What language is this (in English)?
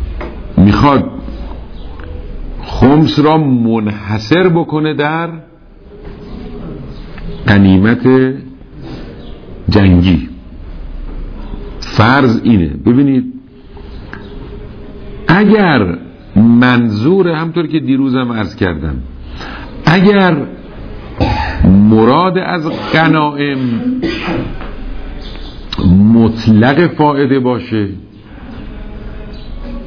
Persian